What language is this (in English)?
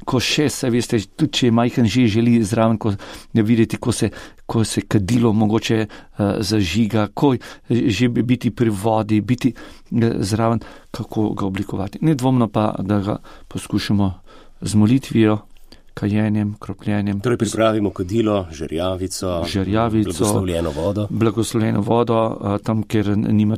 Slovenian